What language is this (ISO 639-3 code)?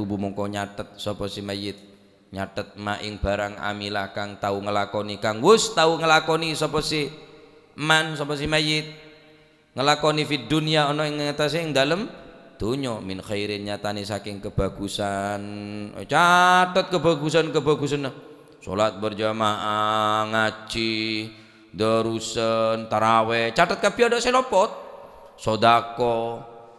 mad